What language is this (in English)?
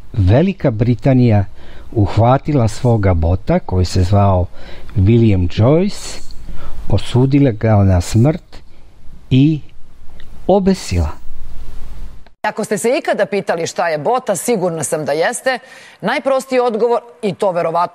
Serbian